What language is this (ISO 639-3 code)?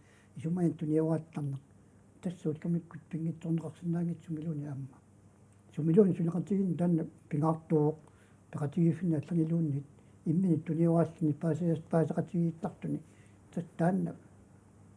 kal